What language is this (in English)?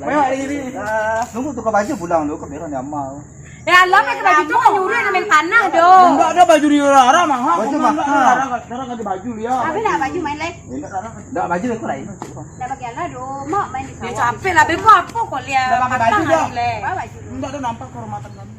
Minangkabau